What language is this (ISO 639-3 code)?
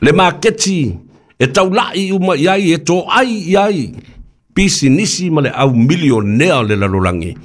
smo